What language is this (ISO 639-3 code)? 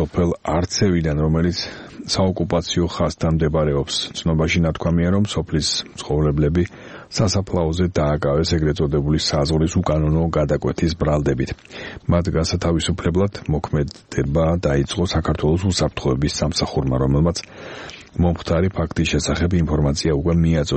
kat